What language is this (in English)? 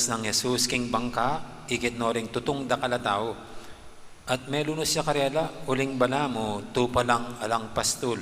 Pampanga